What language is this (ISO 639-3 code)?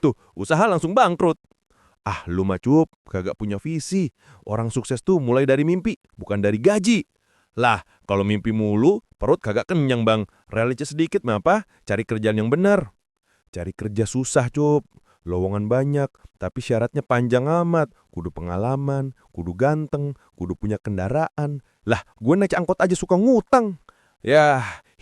bew